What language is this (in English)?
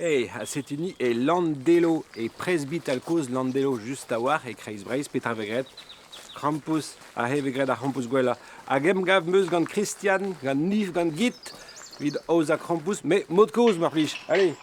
Breton